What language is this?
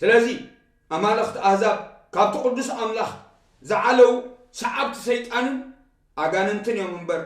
Tigrinya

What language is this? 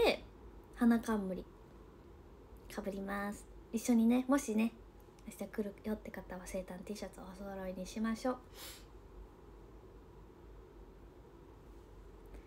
Japanese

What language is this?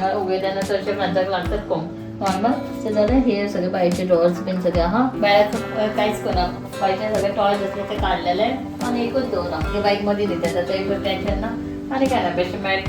Konkani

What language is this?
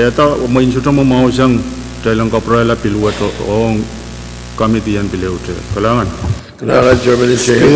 Pohnpeian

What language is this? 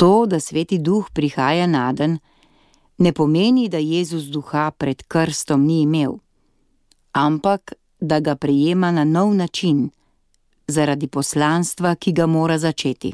Slovenian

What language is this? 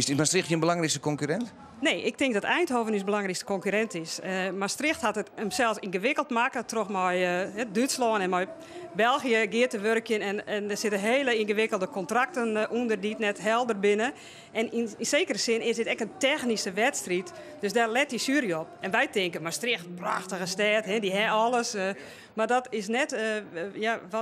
Western Frisian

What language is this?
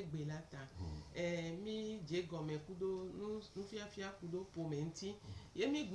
Gen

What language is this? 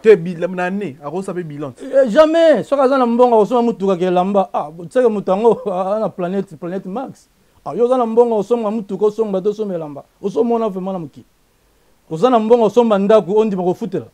Lingala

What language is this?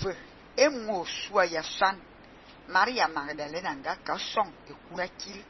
Fang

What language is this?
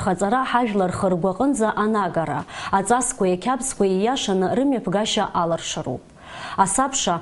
Abkhazian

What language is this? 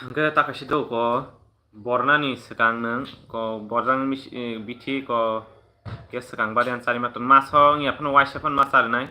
Kok Borok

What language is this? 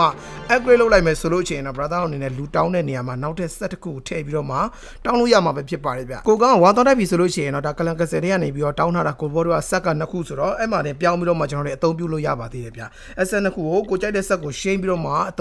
Burmese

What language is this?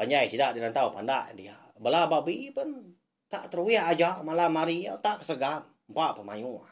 Iban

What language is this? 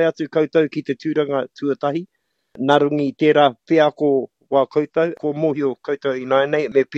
Māori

